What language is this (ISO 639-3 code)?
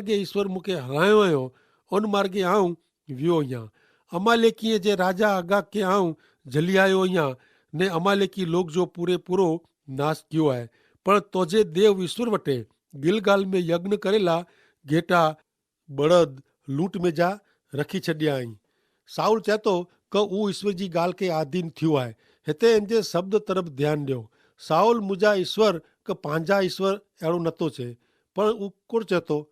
kfr